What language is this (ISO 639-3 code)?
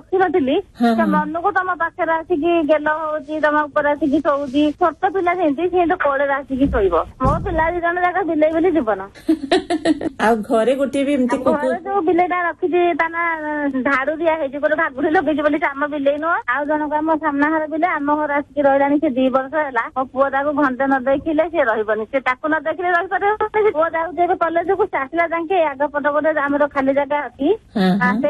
ori